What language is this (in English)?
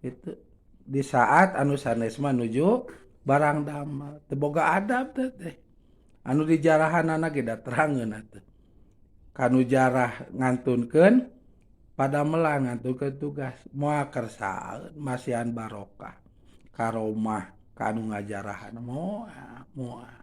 Sundanese